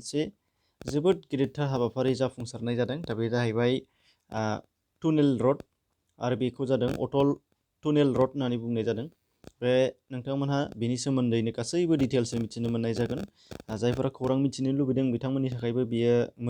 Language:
Bodo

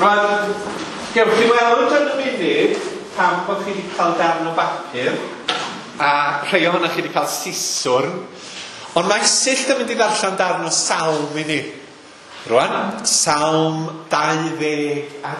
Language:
Welsh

